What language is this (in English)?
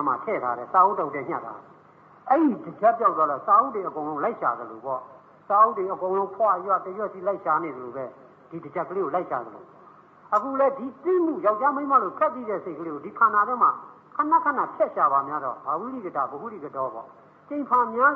Burmese